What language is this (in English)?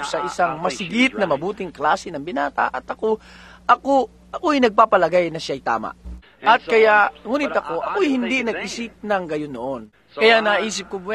Filipino